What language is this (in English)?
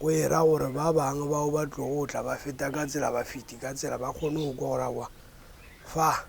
Northern Sotho